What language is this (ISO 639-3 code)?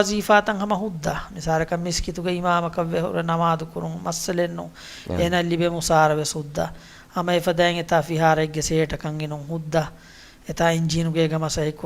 div